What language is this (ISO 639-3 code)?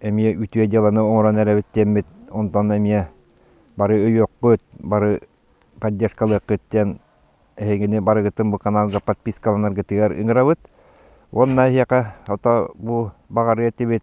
sah